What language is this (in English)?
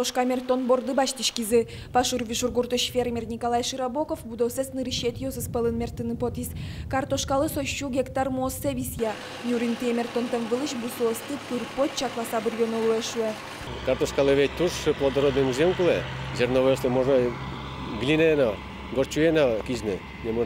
Udmurt